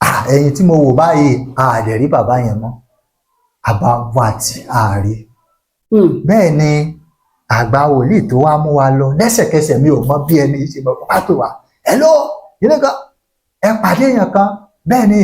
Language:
Yoruba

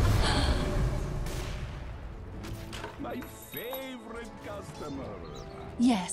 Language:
English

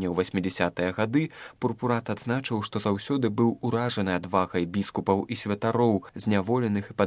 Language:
Belarusian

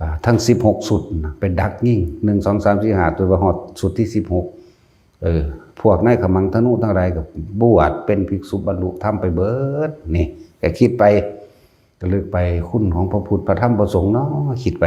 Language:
Northeastern Thai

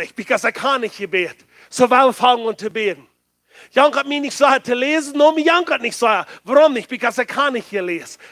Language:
Plautdietsch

